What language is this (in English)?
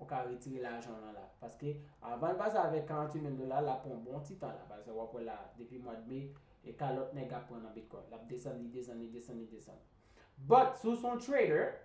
Haitian Creole